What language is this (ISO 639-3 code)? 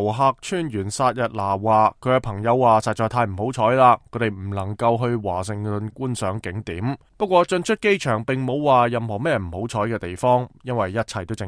yue